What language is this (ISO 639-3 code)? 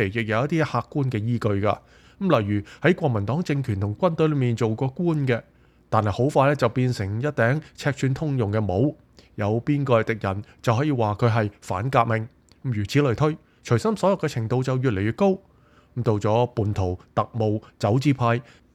yue